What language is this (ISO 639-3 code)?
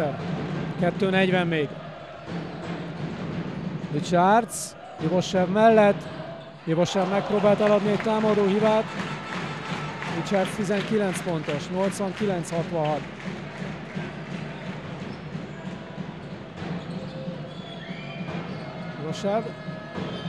hun